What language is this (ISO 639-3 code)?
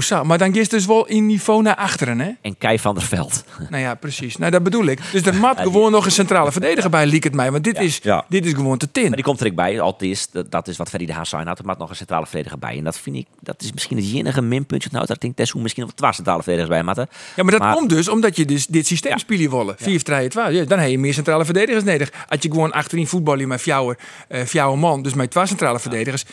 fry